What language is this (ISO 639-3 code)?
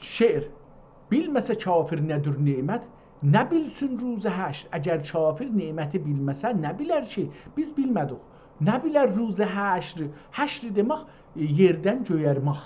azb